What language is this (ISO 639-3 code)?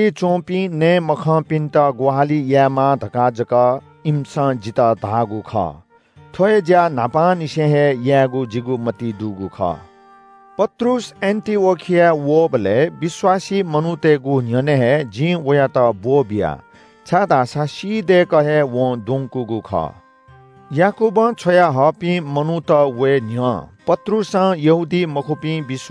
new